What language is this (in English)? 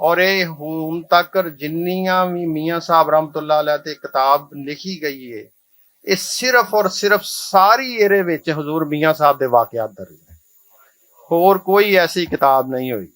Western Panjabi